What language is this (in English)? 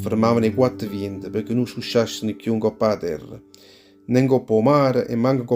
Neapolitan